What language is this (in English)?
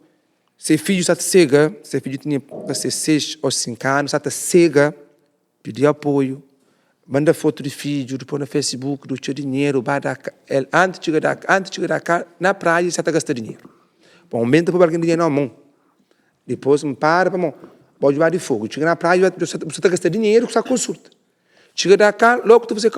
Kabuverdianu